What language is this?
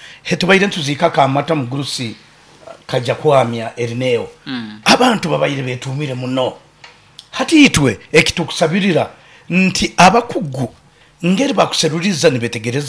Nyankole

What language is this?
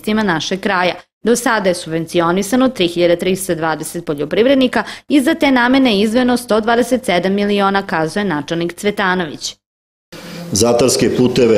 Serbian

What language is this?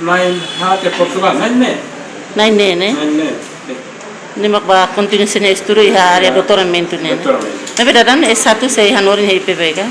Tetum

